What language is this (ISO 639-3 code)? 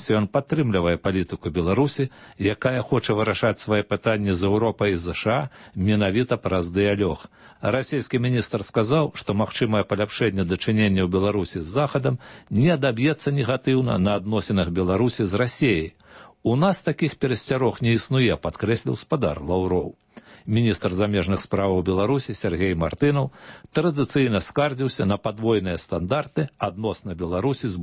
bel